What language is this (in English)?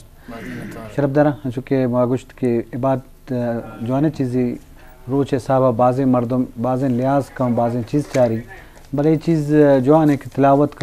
Eastern Balochi